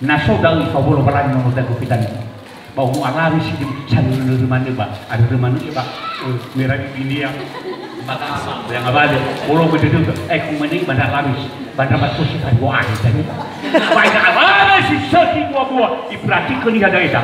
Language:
Nias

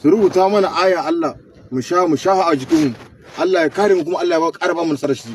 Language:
Hausa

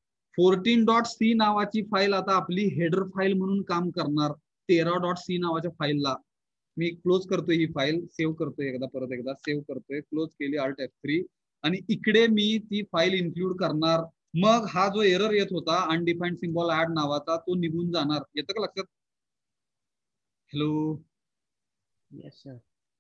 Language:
Marathi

